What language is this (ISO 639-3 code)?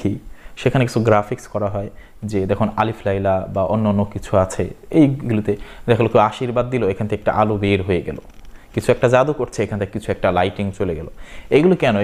ben